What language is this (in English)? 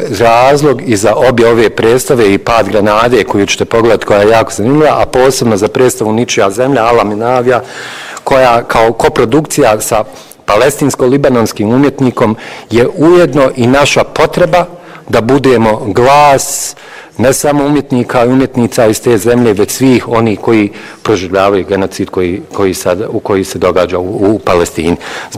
Bosnian